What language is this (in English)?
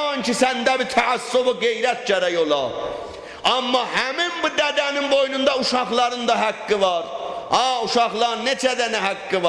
South Azerbaijani